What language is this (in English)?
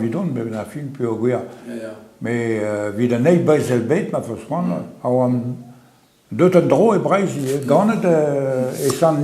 Breton